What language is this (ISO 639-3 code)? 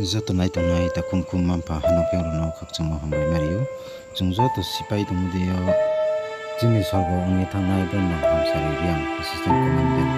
ria